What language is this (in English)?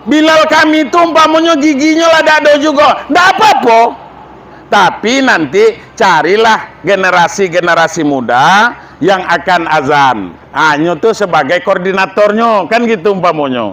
Minangkabau